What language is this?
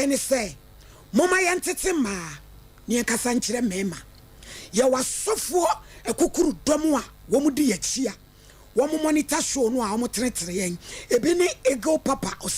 Akan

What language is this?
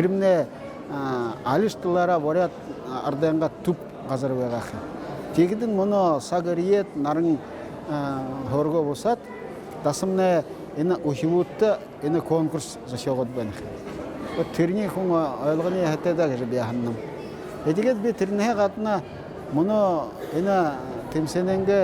Buriat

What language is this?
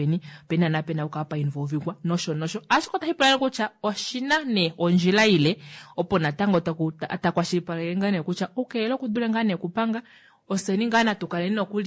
Kuanyama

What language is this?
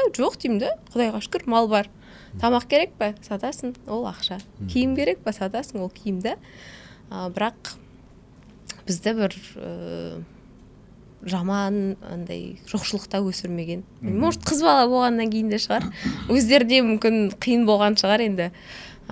Kazakh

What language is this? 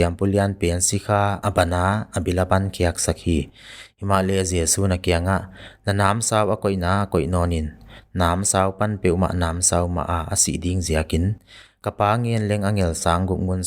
Paite Chin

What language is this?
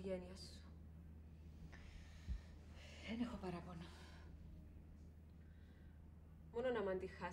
Greek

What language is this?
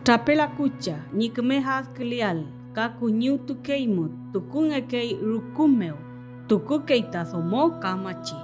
Mapuche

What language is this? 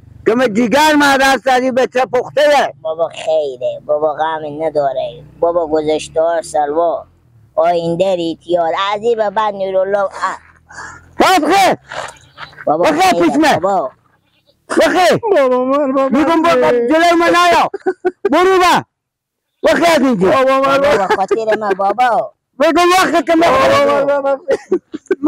Hazaragi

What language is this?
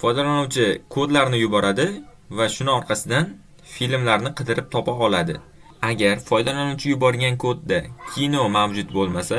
Uzbek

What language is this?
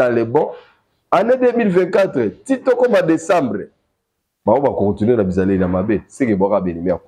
Lingala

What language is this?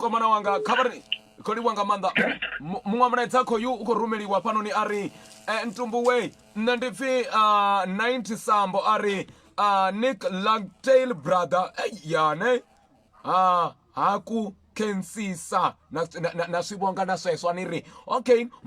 Venda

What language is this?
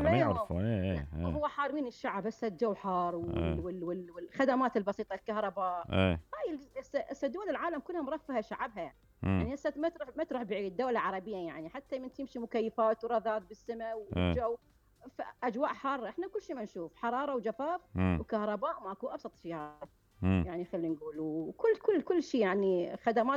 Mesopotamian Arabic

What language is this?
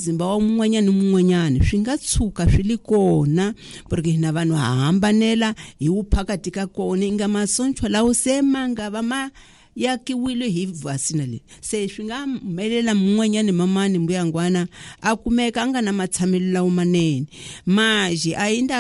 Tsonga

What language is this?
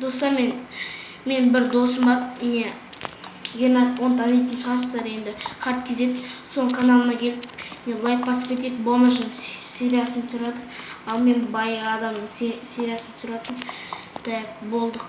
Kazakh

